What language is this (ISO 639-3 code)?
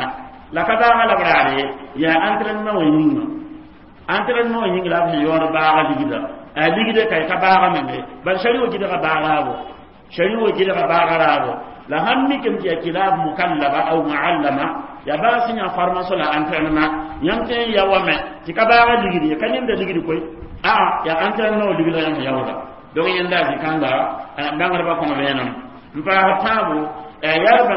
mos